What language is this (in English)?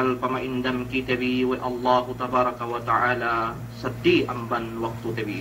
Yakan